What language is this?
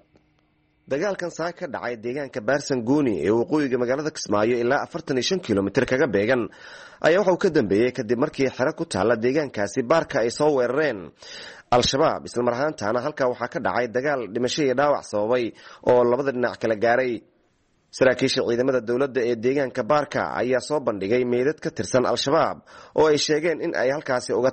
Somali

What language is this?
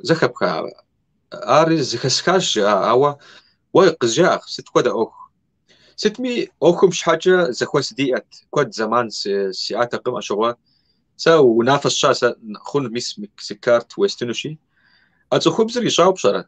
Kabardian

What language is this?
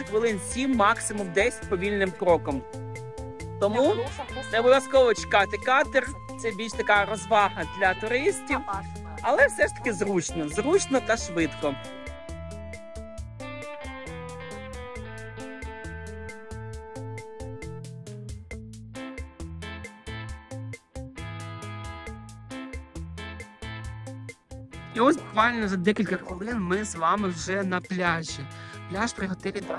Ukrainian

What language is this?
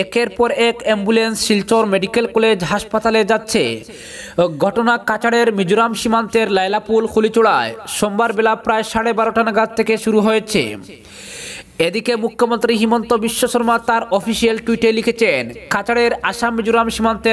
Bangla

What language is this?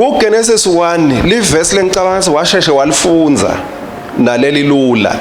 Swati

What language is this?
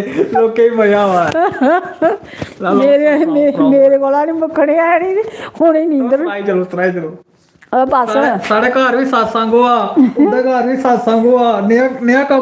Dogri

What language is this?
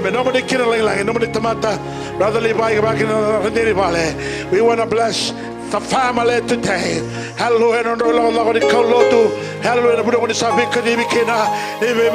Fijian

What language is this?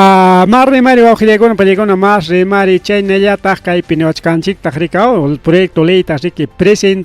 Ayacucho Quechua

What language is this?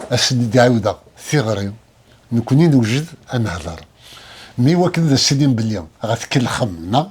Kabyle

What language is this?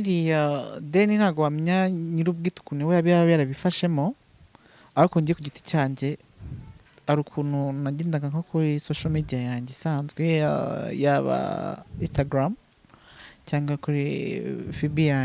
Kinyarwanda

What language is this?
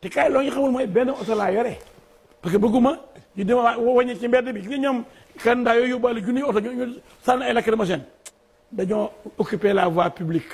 Wolof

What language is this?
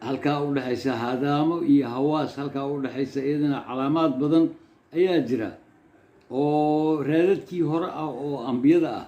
Somali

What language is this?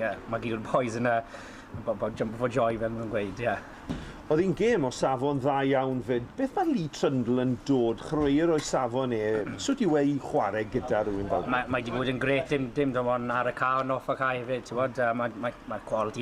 Welsh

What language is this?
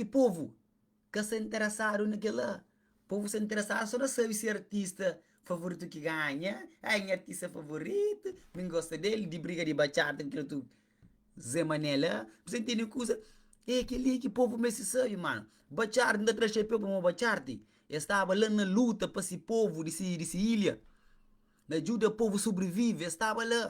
Kabuverdianu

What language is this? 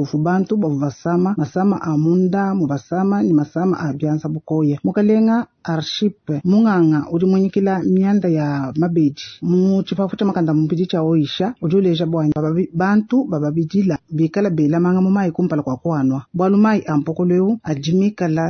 Luba-Lulua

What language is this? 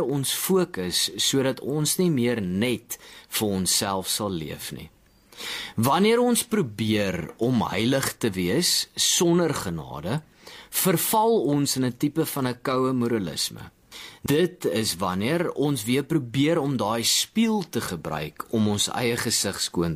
Afrikaans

